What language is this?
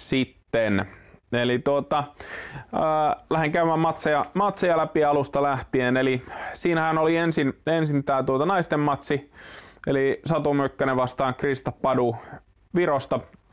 Finnish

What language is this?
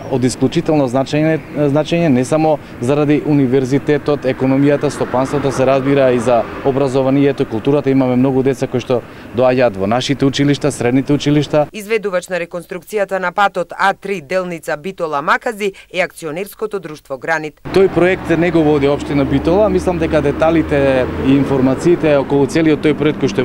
Macedonian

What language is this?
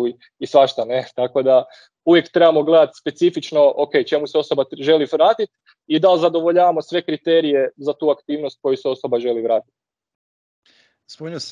Croatian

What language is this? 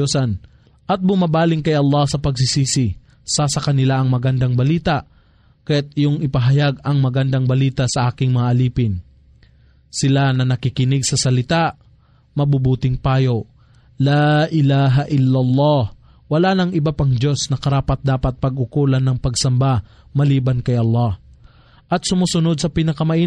Filipino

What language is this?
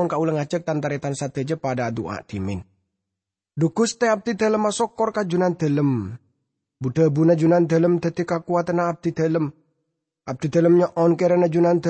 Madurese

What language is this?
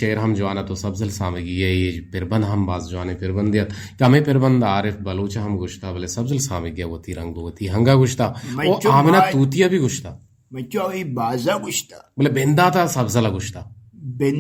Eastern Balochi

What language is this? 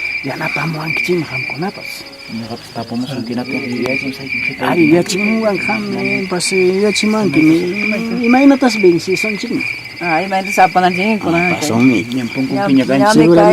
Quechua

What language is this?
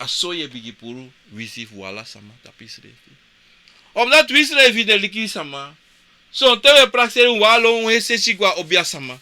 Sranan Tongo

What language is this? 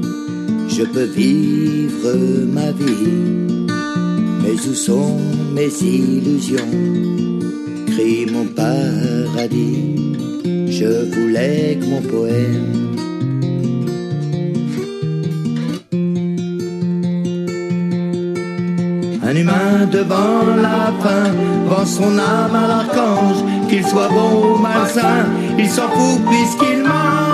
French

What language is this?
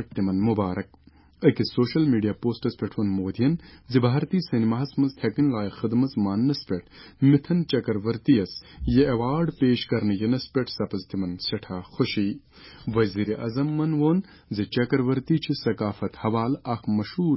Kashmiri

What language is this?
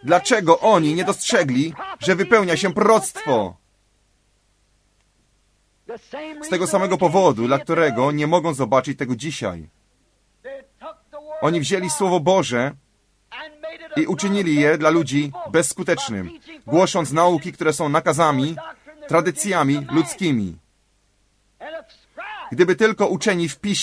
Polish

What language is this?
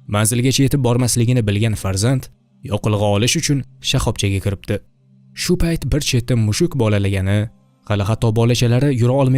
Uzbek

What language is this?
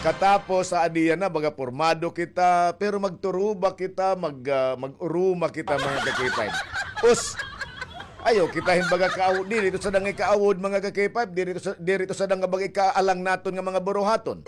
Waray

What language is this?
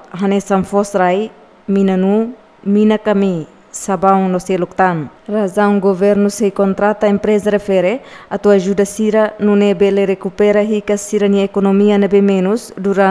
Tetum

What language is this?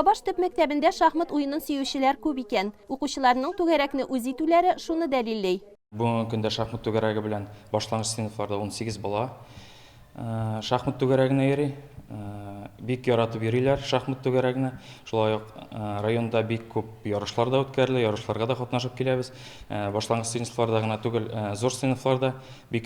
Tatar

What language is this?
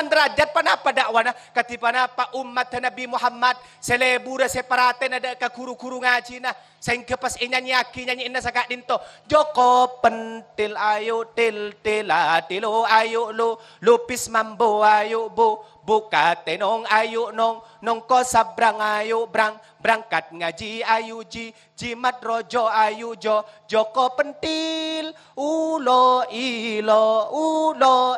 Madurese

